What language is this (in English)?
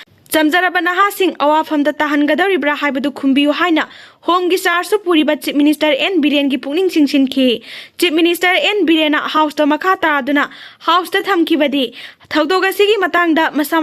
Manipuri